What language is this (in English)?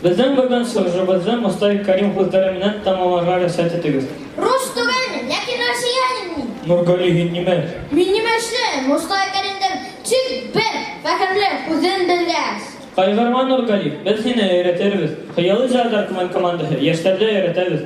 Bashkir